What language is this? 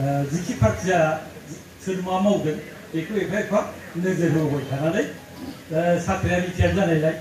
Bodo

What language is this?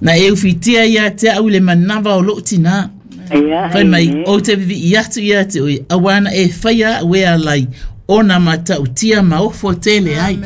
Samoan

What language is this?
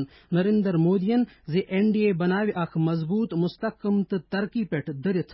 Kashmiri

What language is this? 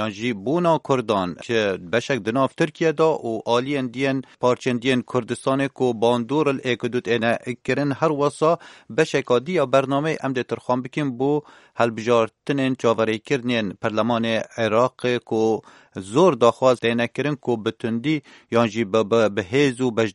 Kurdish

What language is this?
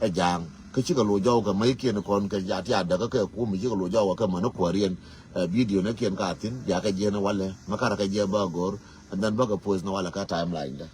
Nuer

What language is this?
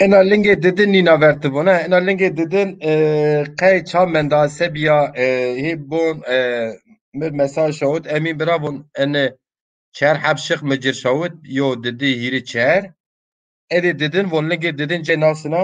Zaza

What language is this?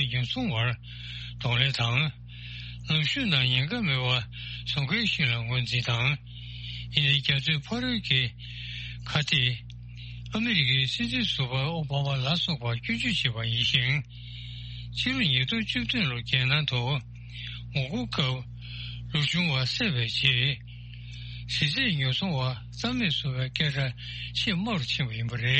Tibetan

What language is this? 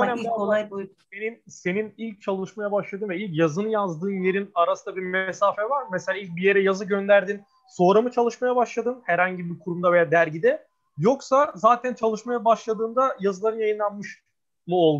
Turkish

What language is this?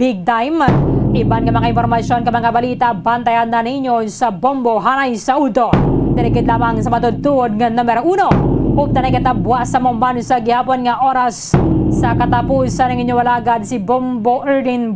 Hiligaynon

